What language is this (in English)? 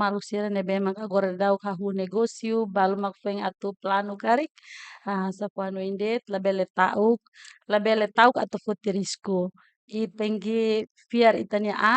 Tetum